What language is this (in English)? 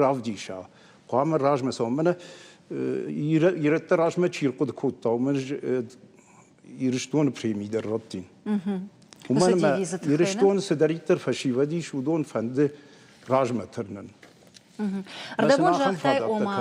Ossetic